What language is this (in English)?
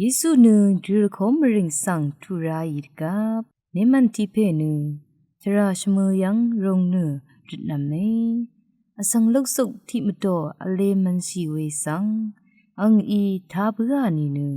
Rawang